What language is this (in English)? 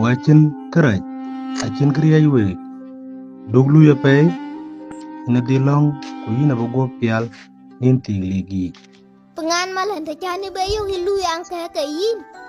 Dinka